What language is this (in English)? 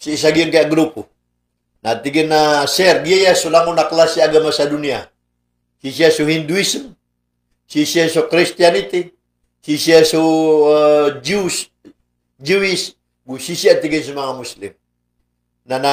Maranao